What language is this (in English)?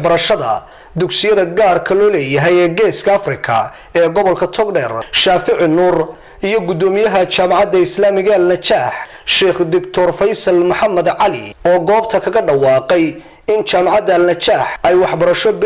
Somali